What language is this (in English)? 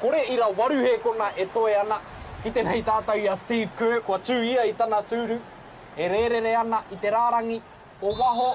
Māori